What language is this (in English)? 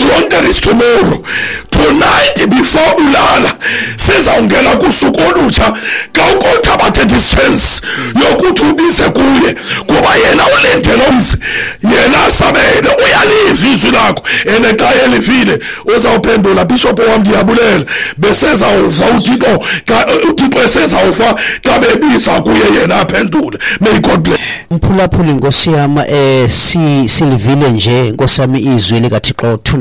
Xhosa